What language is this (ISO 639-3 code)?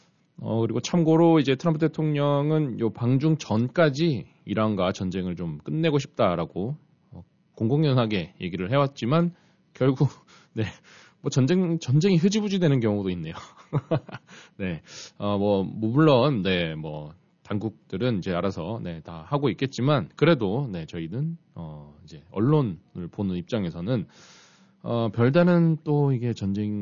kor